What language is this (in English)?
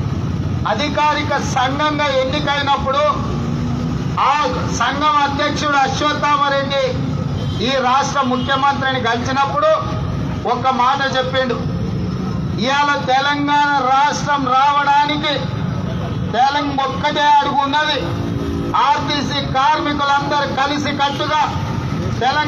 Telugu